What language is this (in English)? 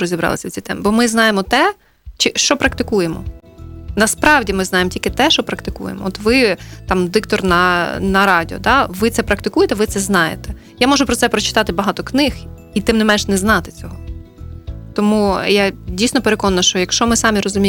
Ukrainian